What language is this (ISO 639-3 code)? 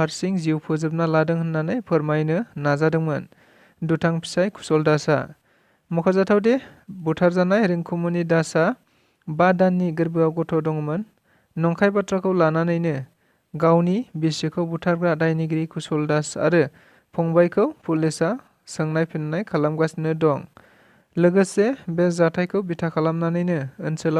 brx